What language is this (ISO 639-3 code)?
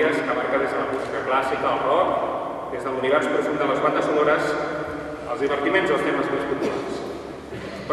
cat